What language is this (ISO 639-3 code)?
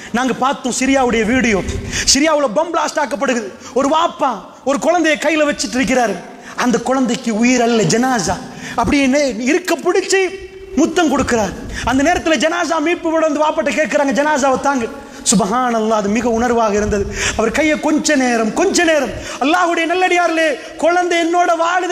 tam